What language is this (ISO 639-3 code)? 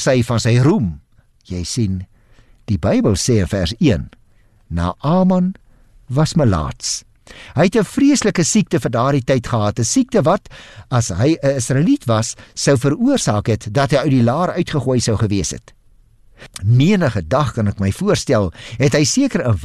afr